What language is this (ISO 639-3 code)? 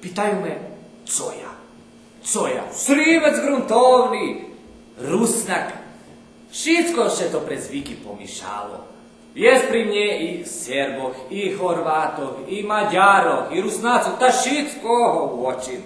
rue